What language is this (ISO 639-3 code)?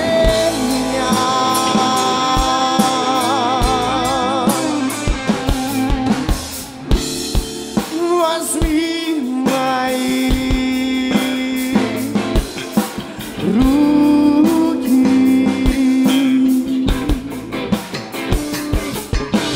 rus